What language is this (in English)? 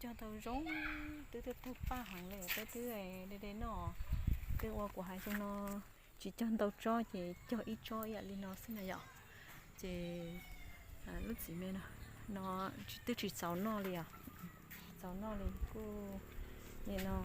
Hmong